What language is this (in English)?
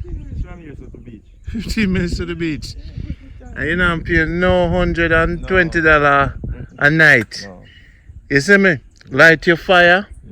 Jamaican Creole English